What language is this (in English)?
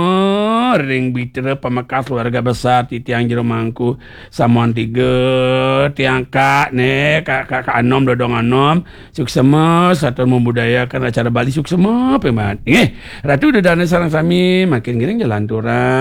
Balinese